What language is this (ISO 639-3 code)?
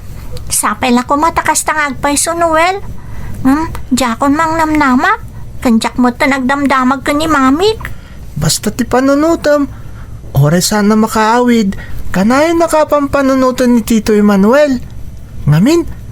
ilo